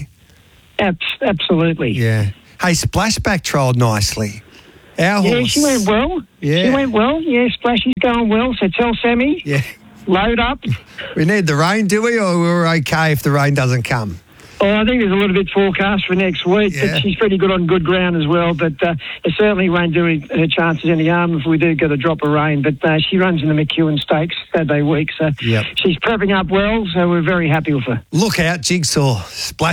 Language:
English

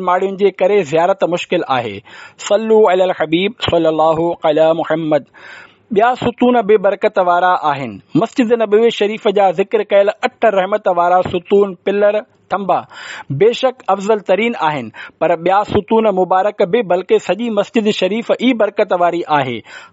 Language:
Sindhi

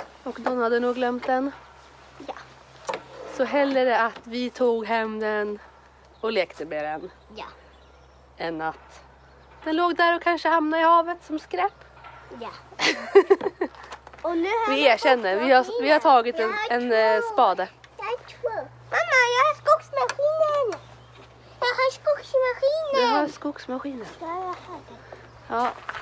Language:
Swedish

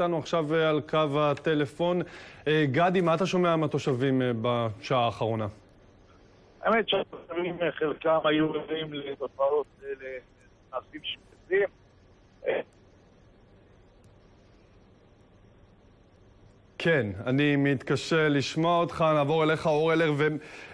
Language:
Hebrew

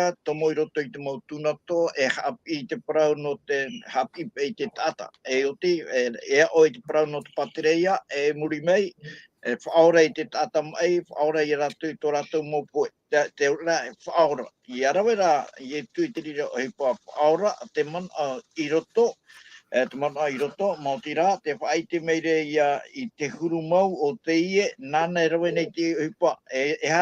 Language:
Tahitian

